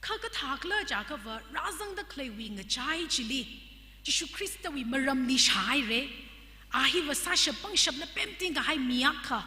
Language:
Tangkhul Naga (India)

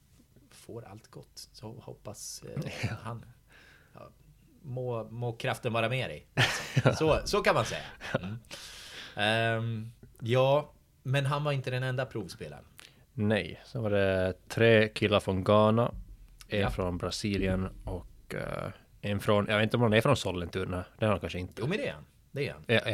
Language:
Swedish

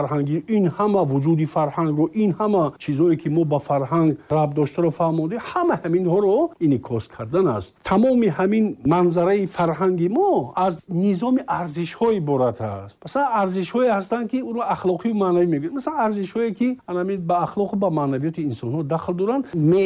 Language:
Tajik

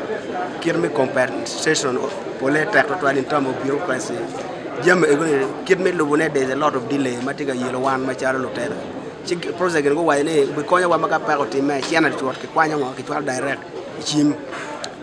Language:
Acoli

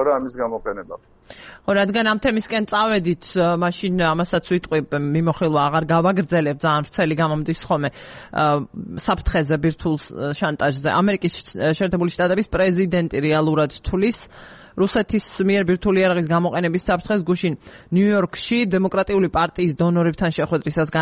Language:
Georgian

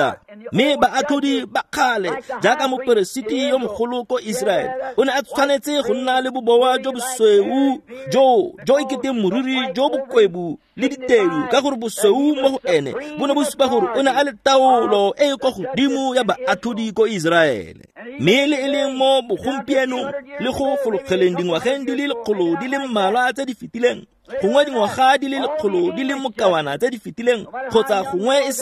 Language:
Tswana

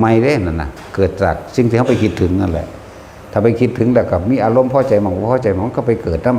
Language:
Northeastern Thai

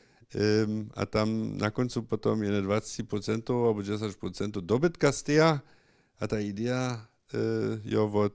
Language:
Upper Sorbian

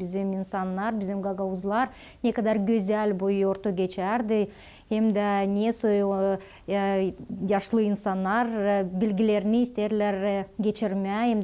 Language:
Gagauz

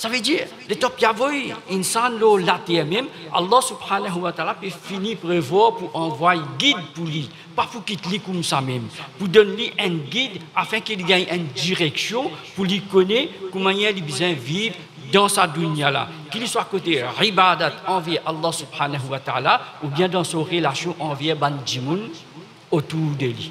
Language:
Morisyen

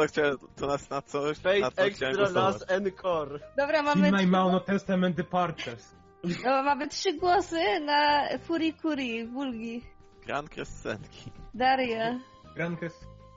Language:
Polish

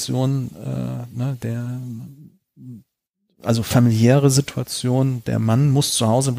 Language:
German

